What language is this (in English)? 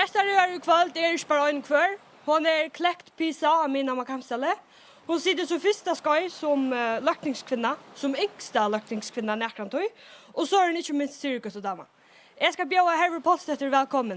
Faroese